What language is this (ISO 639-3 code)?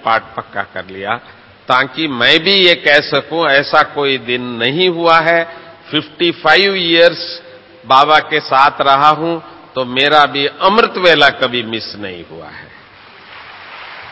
hin